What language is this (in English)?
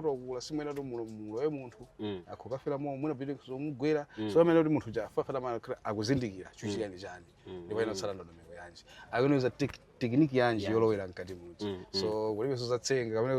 Nyanja